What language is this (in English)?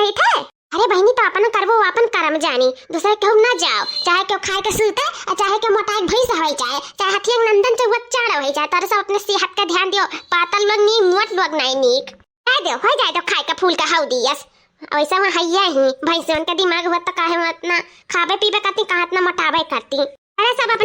Awadhi